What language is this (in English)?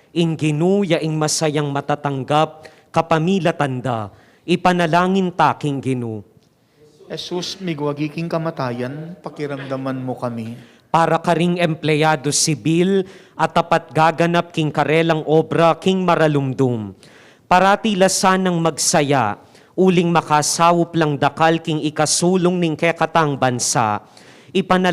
Pampanga